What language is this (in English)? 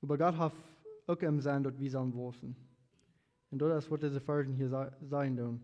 Plautdietsch